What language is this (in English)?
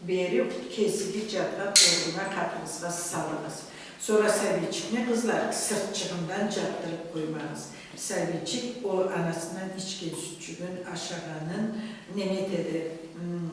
Karachay-Balkar